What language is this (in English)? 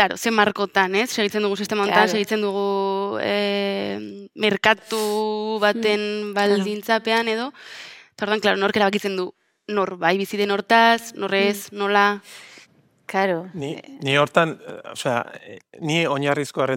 Basque